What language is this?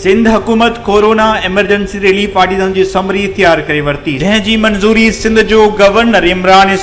Sindhi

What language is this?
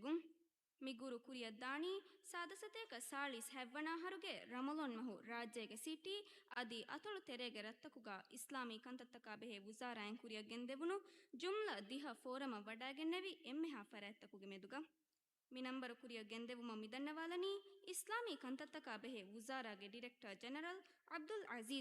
Divehi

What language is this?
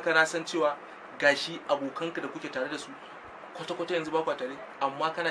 Hausa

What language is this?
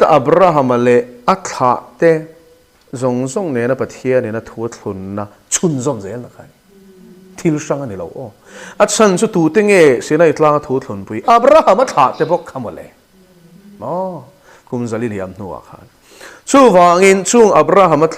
Mizo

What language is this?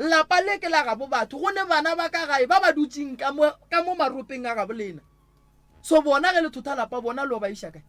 Northern Sotho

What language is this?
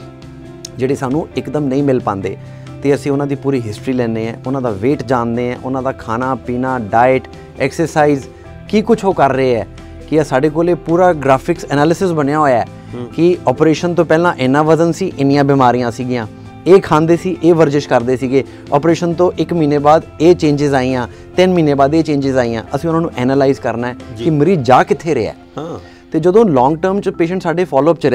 Punjabi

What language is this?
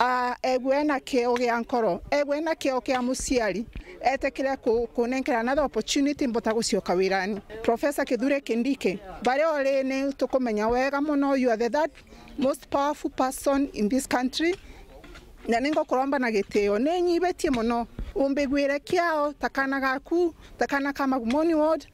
Meru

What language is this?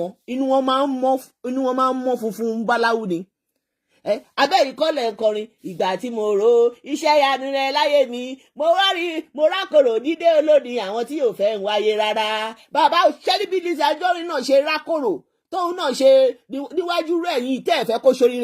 Yoruba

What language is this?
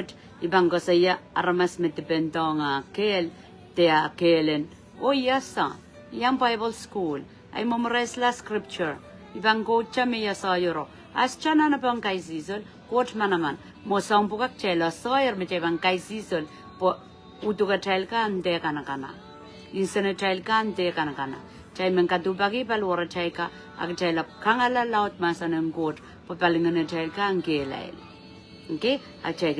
Pohnpeian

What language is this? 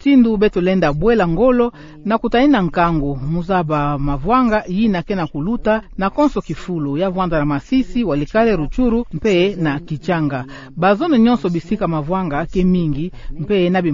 Kituba (Democratic Republic of Congo)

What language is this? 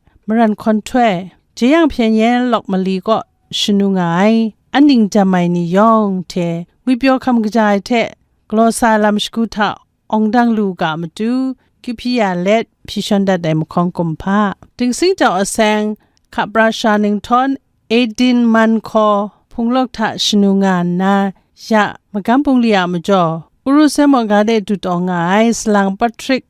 Kachin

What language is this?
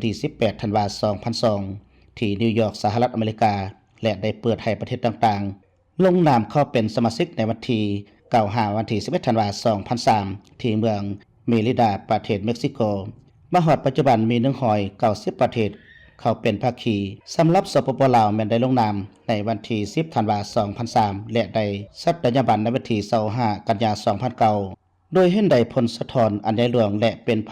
Lao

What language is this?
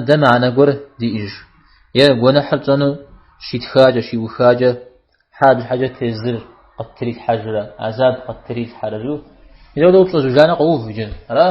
Kabardian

